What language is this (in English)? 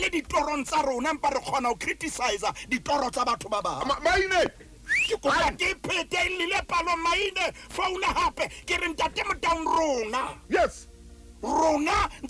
Southern Sotho